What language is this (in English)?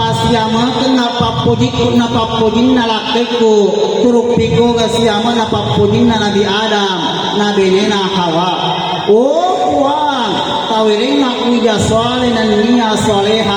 Buginese